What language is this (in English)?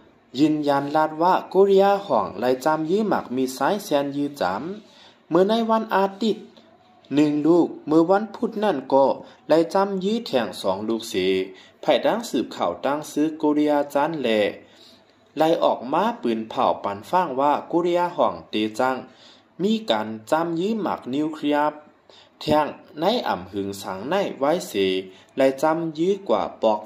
Shan